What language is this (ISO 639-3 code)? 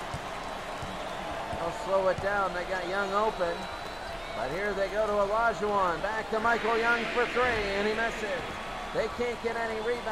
eng